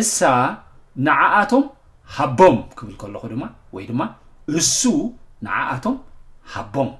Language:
Tigrinya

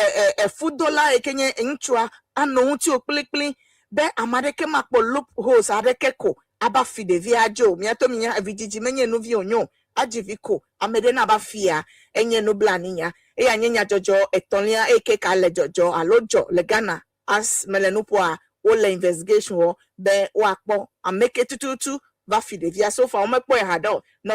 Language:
Ewe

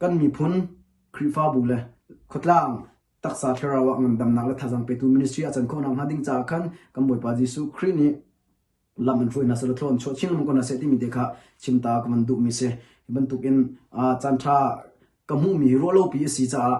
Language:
Hakha Chin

